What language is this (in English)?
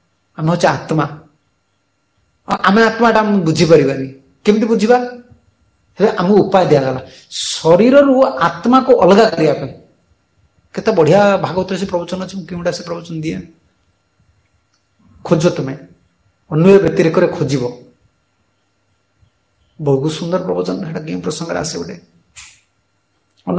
Odia